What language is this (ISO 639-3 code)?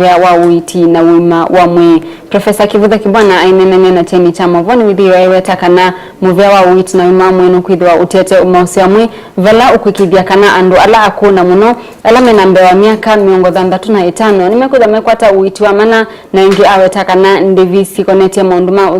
kam